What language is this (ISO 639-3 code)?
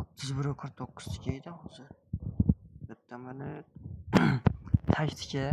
uzb